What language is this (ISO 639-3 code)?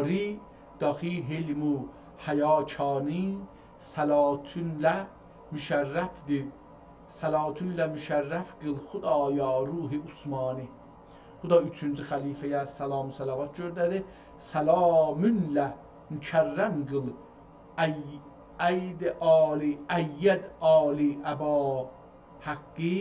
azb